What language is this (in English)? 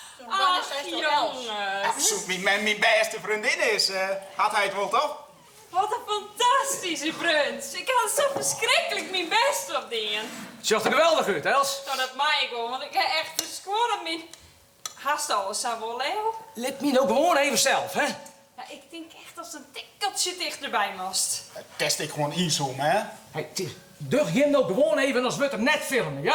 Western Frisian